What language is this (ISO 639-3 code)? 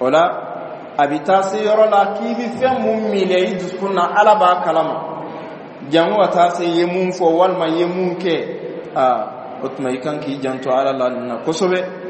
bam